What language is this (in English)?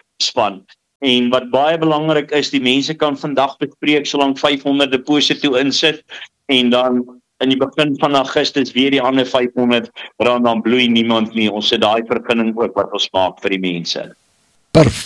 Afrikaans